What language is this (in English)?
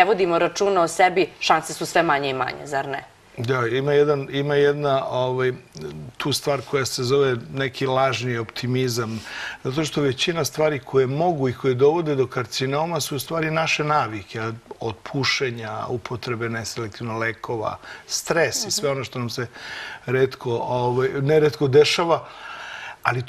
Serbian